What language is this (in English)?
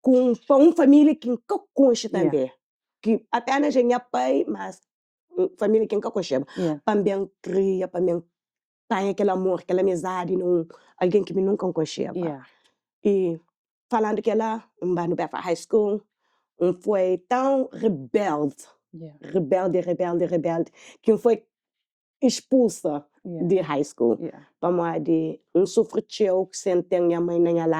Kabuverdianu